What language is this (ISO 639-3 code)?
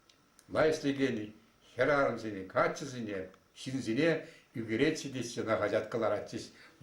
chv